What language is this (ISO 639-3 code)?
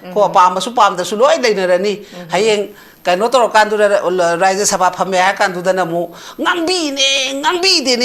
mni